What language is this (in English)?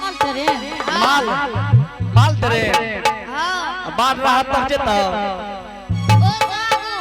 Angika